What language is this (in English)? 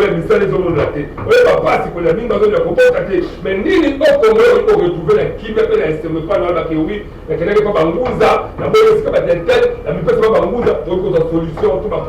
Lingala